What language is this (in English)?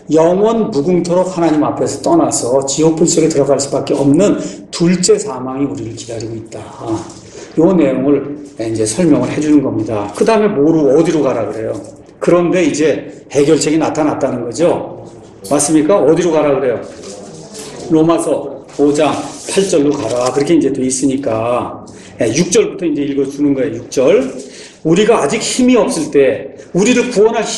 Korean